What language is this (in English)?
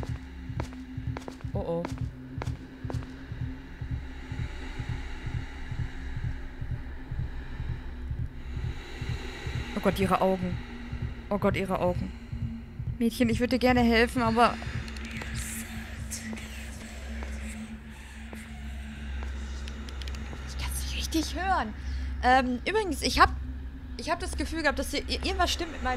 German